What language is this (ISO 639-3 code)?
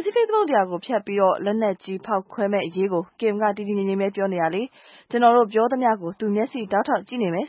mya